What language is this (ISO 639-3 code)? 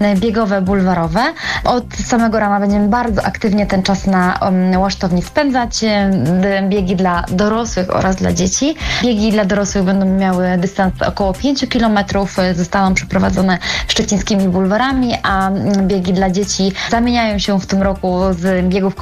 pol